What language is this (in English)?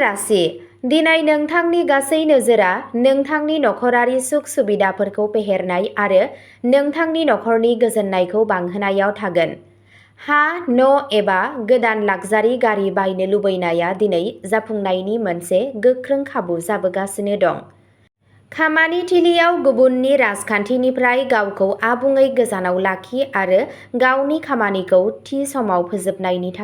Bodo